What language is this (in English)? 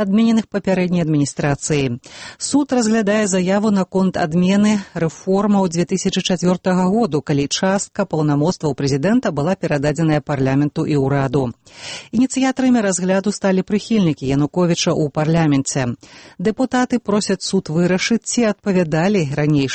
Belarusian